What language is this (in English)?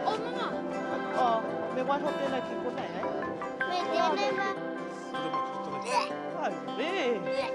Māori